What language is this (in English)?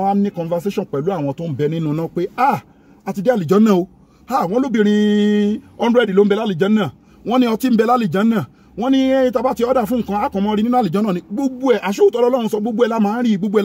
Yoruba